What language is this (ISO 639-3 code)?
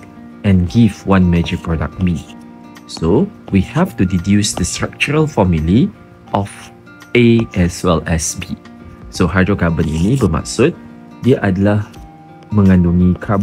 msa